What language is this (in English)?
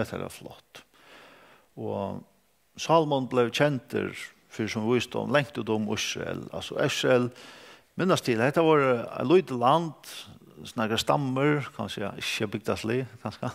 Faroese